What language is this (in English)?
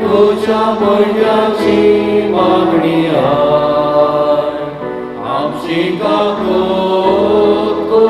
Konkani